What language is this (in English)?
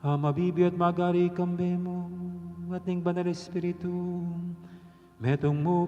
Pampanga